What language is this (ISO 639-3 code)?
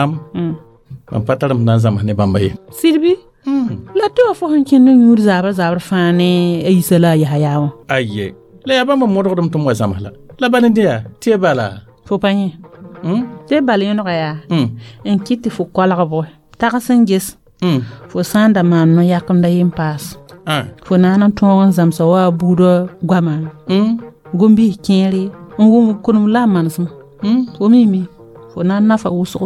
mos